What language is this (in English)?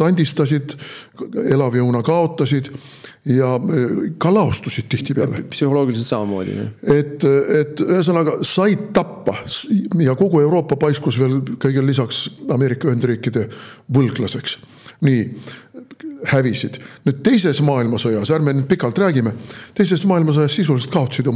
Estonian